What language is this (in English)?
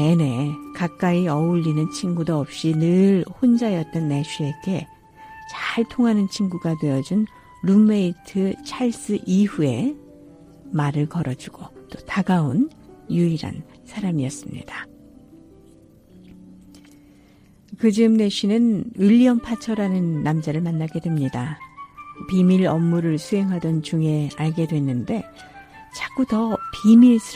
Korean